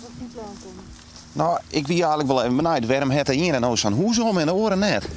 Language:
Western Frisian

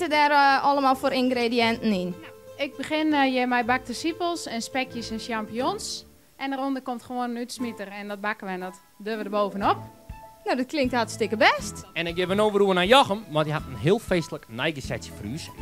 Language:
Western Frisian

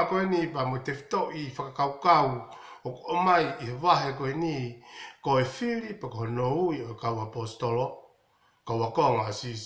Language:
Tongan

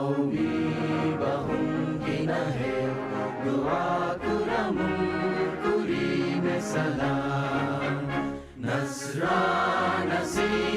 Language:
Divehi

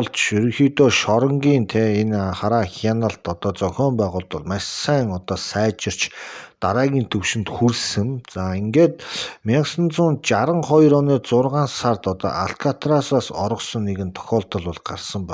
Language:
Mongolian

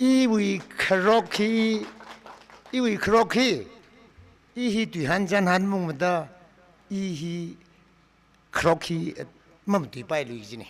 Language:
Tangkhul Naga (India)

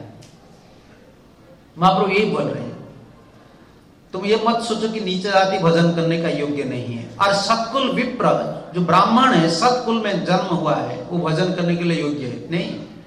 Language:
Hindi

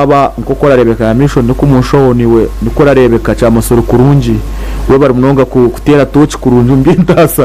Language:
Nyankole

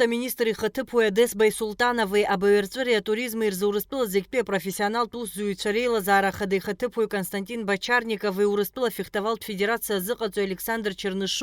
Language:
Abkhazian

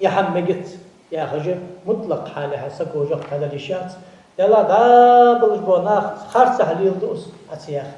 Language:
Ingush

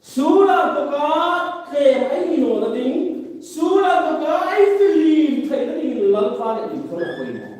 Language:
Hmar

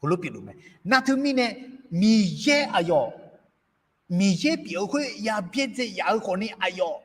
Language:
Akha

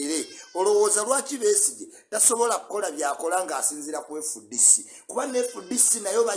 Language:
Ganda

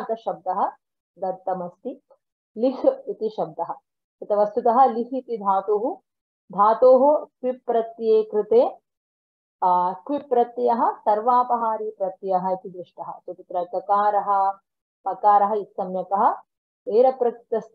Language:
Sanskrit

